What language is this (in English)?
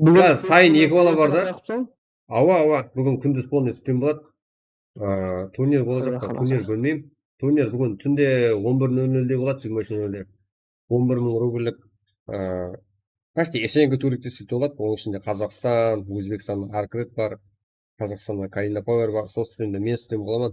Kara-Kalpak